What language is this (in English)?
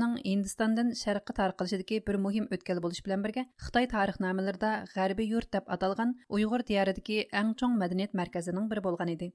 Uyghur